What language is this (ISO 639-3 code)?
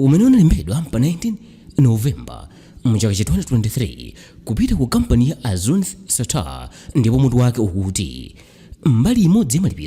nya